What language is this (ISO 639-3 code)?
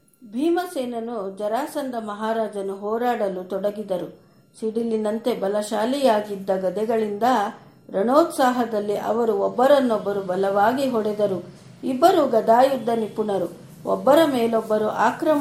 kan